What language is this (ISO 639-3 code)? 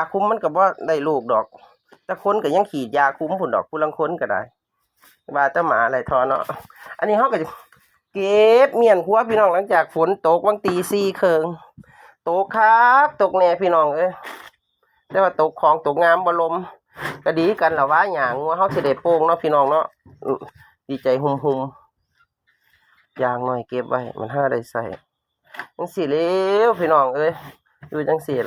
tts